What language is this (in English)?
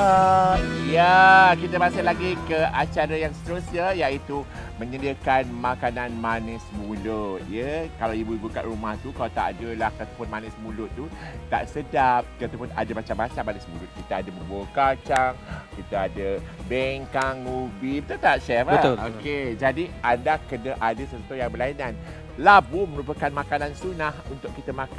Malay